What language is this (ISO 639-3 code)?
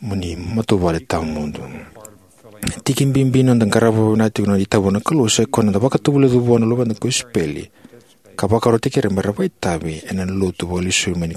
fij